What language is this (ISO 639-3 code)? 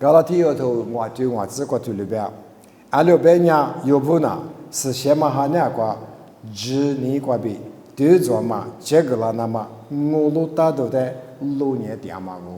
lis